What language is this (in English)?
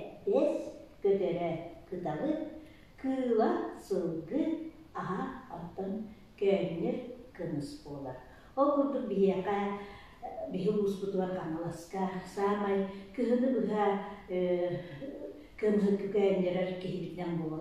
Yakut